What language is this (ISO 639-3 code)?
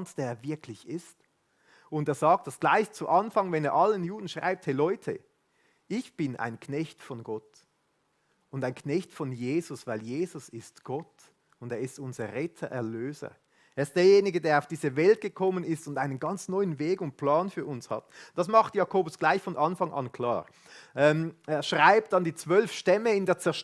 gsw